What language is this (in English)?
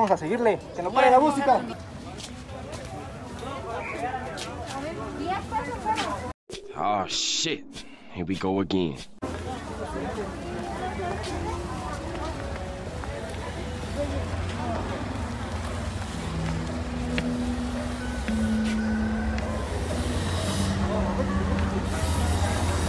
Spanish